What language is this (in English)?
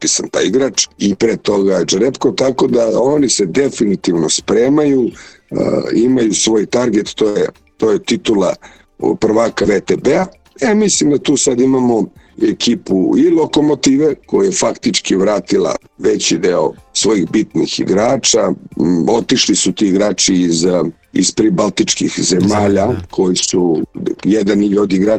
Serbian